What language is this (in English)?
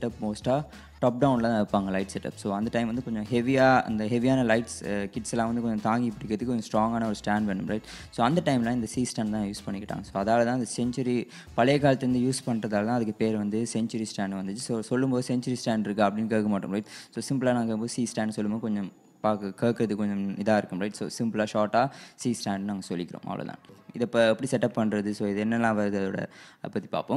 Tamil